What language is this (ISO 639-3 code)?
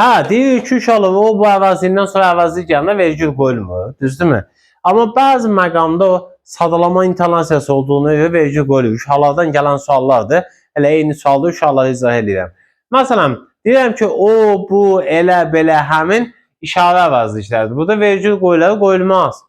aze